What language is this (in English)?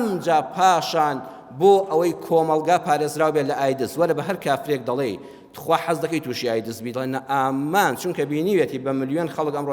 Central Kurdish